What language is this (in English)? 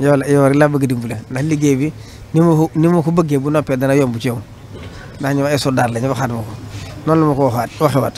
Wolof